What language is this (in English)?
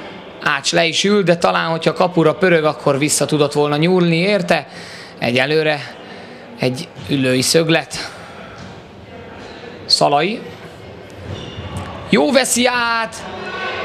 Hungarian